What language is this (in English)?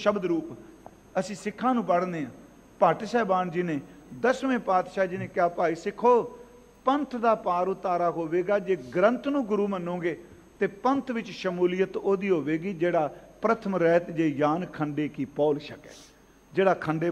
Punjabi